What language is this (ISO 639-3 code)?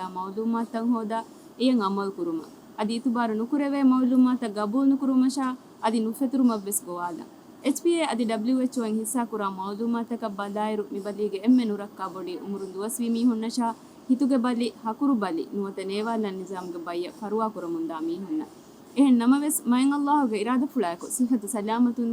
div